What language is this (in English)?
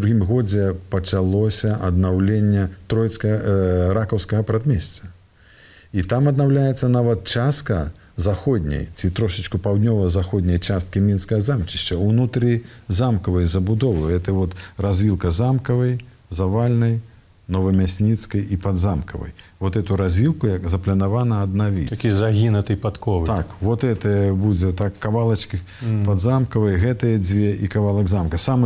Belarusian